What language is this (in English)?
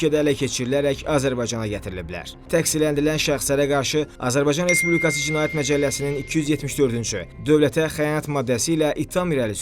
Azerbaijani